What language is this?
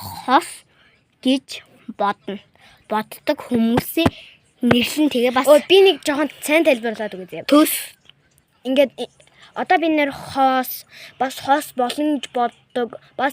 Mongolian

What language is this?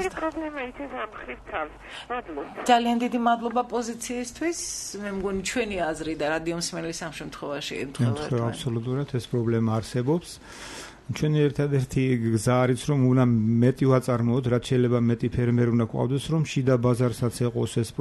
Georgian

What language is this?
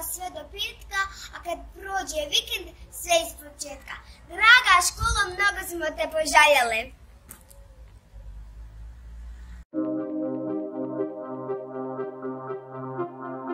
Bosnian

